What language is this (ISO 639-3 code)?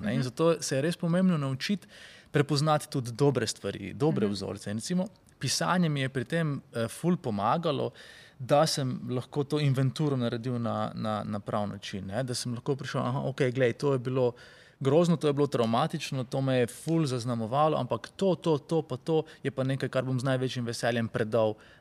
slv